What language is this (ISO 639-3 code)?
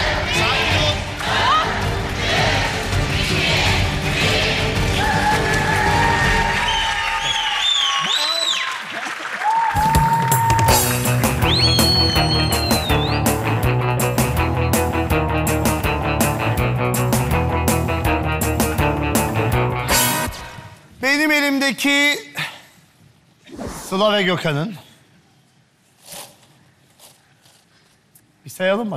tur